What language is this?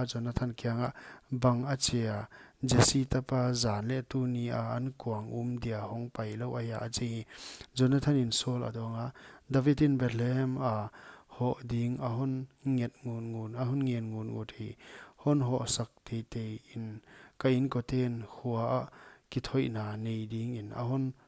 Paite Chin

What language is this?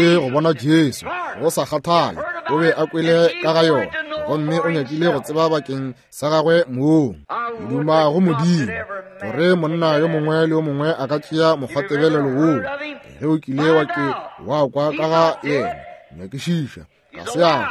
Northern Sotho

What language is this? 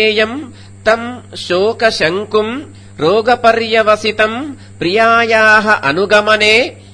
Sanskrit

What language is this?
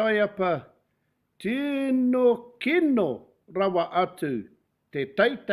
Māori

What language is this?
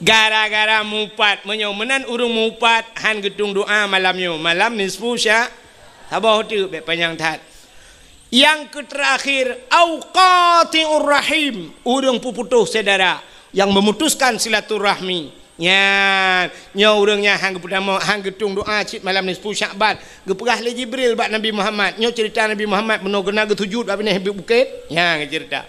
Achinese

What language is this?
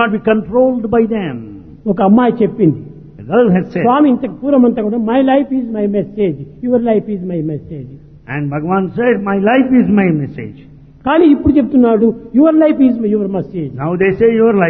Telugu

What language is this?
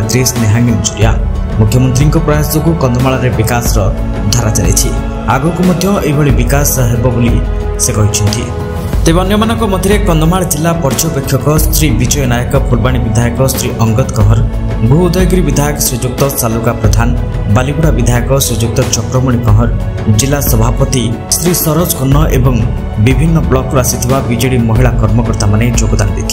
Odia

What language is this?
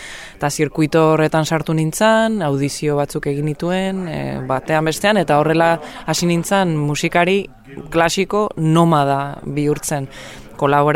Basque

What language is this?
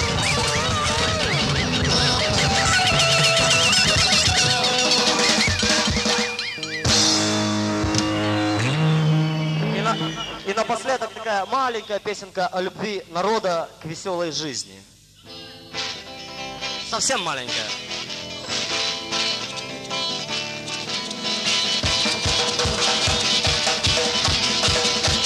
Russian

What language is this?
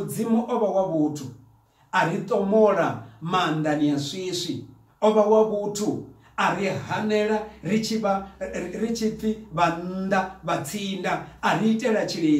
Venda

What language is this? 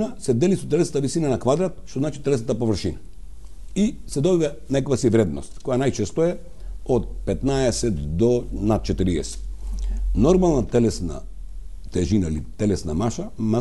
Macedonian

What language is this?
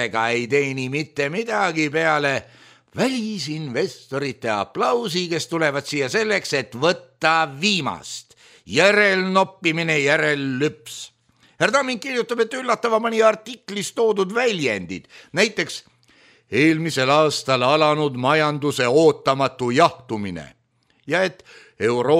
Estonian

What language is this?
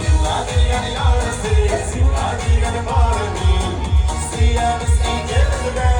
Bashkir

